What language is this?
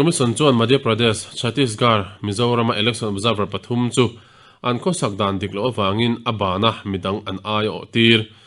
Mizo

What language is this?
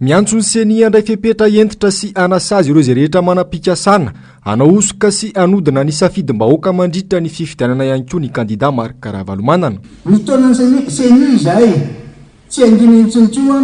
Malagasy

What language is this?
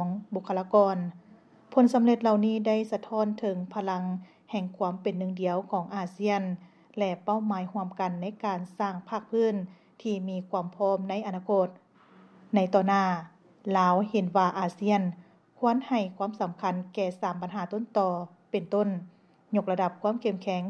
Lao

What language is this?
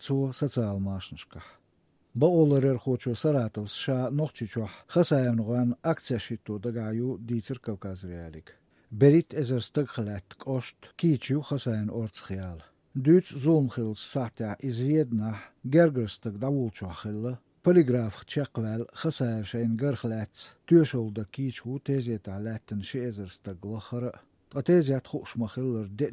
Chechen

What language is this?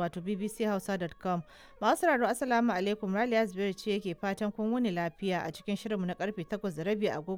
Hausa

